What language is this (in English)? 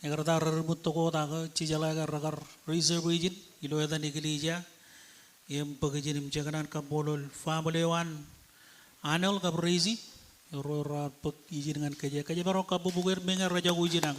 Marshallese